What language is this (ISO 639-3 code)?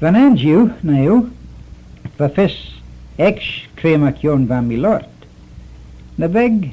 glv